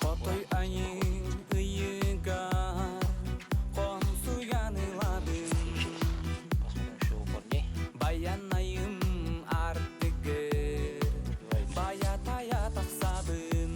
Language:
Yakut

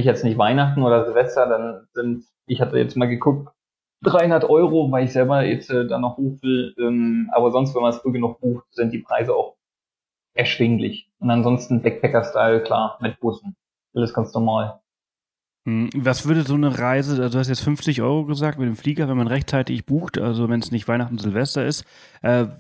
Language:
German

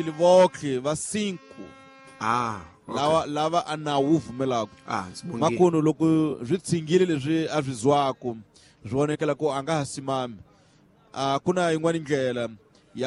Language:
Tsonga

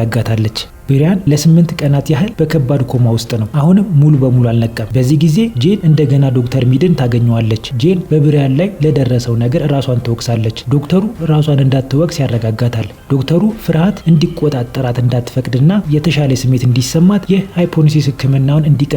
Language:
Amharic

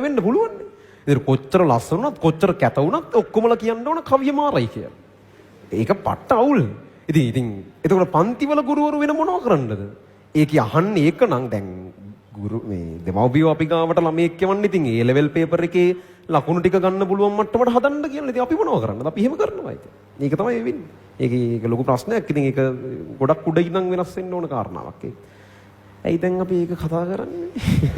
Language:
Sinhala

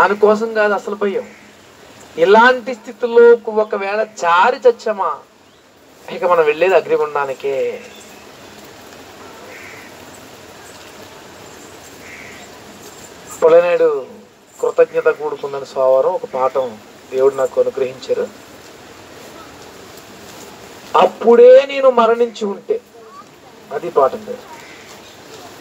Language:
Telugu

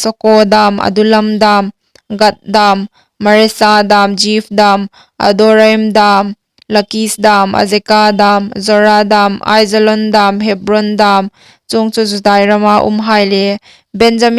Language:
Hmar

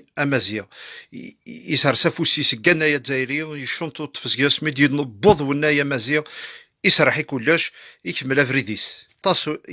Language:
Kabyle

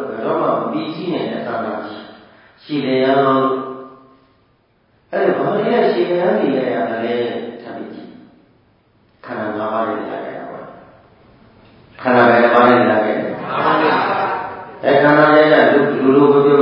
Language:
Burmese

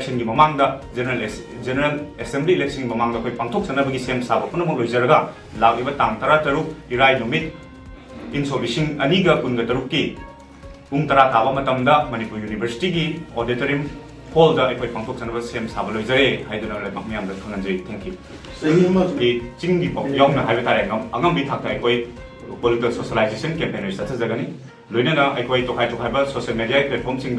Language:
Manipuri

